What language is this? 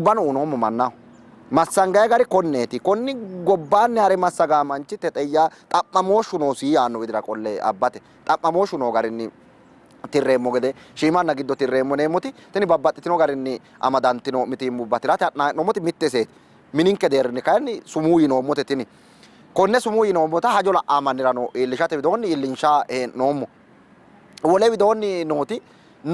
Sidamo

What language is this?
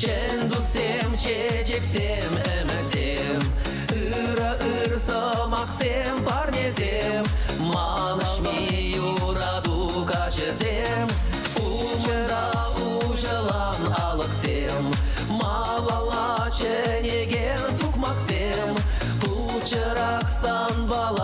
Chuvash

